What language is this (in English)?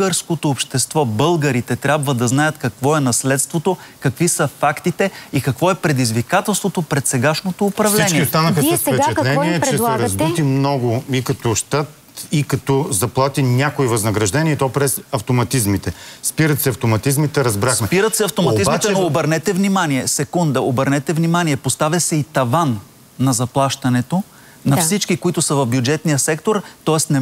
Bulgarian